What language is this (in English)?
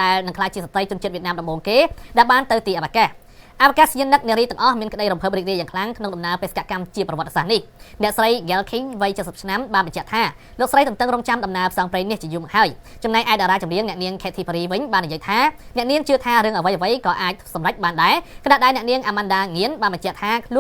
Khmer